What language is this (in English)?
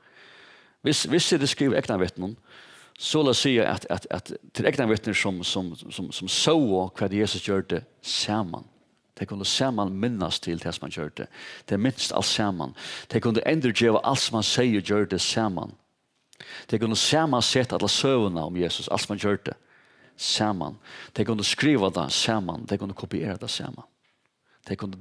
Faroese